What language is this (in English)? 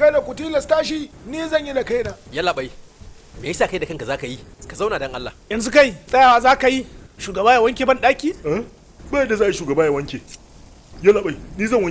Hausa